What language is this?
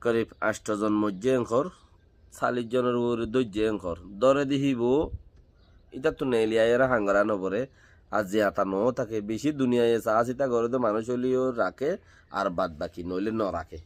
Rohingya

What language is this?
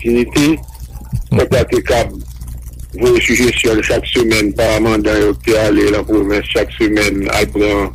Haitian Creole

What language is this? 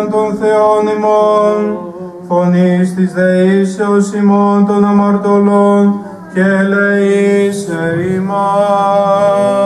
Greek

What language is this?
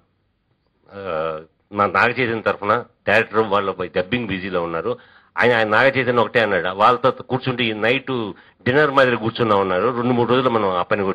Telugu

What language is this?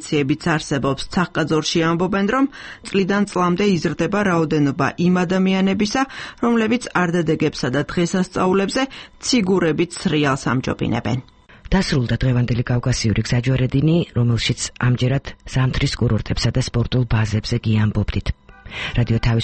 Georgian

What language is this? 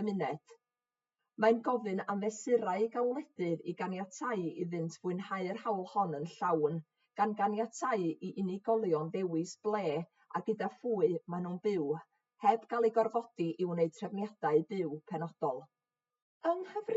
Welsh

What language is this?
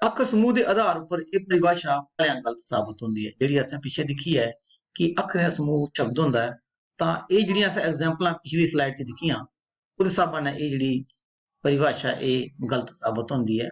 Dogri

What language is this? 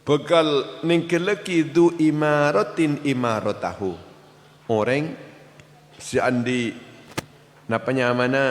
Madurese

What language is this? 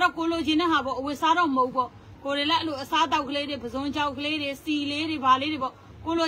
Burmese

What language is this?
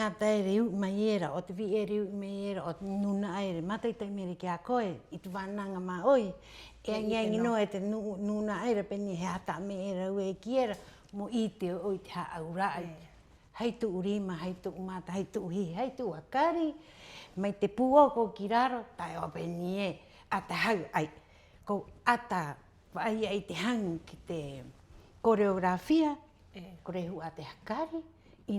Rapanui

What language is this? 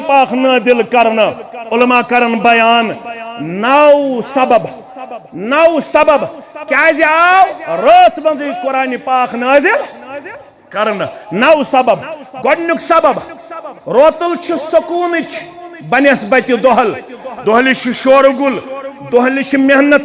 Kashmiri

